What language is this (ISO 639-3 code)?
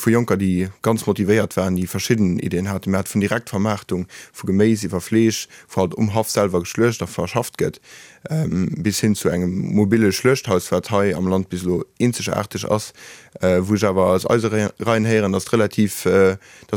ltz